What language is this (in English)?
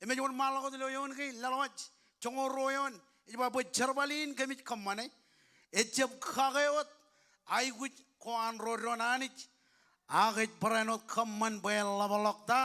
Marshallese